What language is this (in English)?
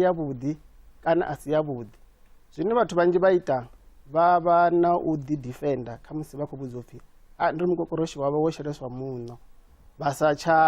Venda